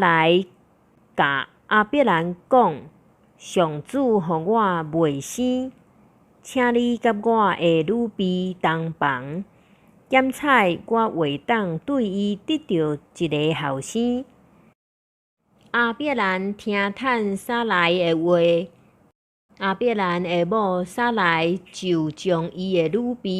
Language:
Min Nan Chinese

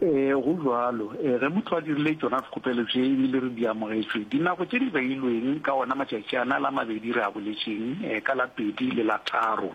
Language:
Northern Sotho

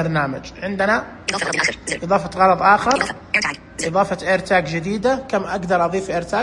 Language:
Najdi Arabic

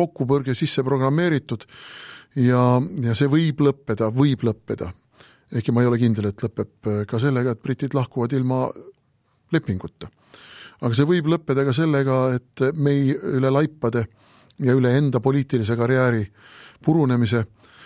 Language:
Estonian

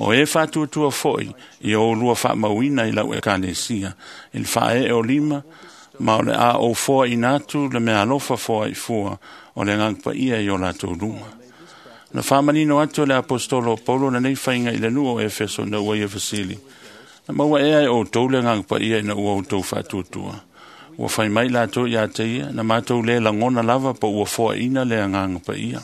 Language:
Samoan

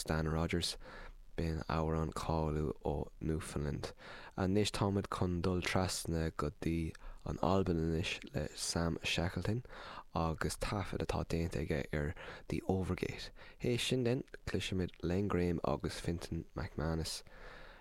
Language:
Irish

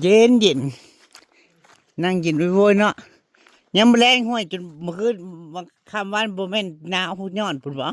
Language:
Northeastern Thai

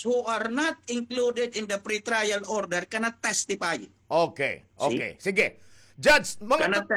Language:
Waray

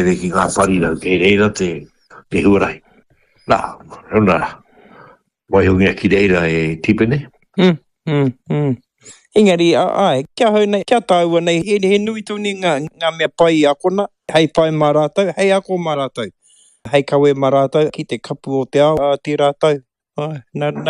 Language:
Māori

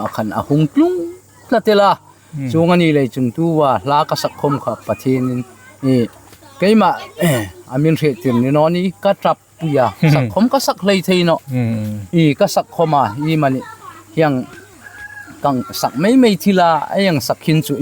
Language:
Hmar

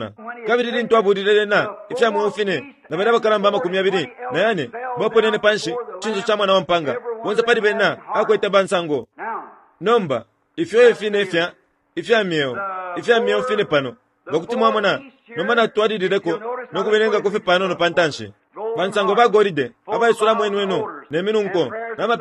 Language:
Bemba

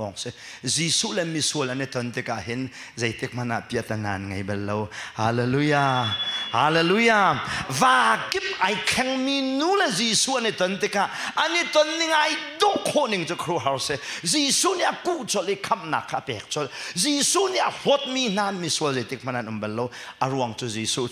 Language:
Hakha Chin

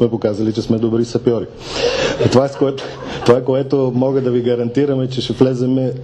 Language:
Bulgarian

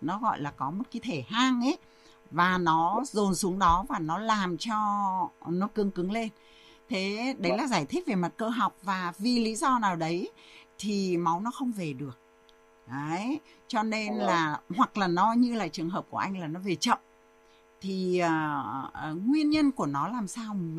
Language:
Vietnamese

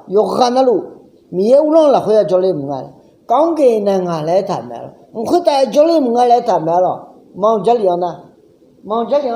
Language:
Akha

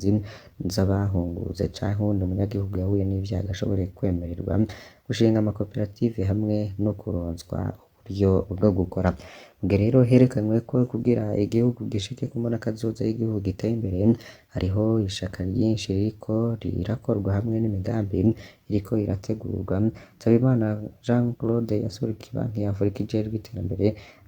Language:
Rundi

